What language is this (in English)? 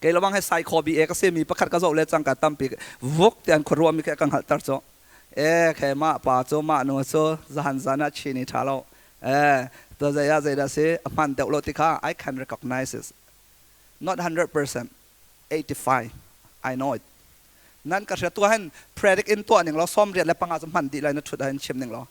Hakha Chin